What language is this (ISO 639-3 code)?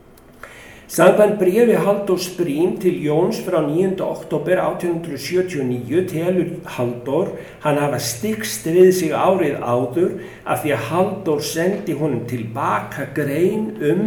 isl